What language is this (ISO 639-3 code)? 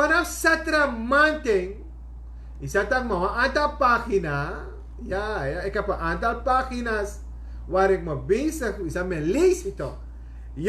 srn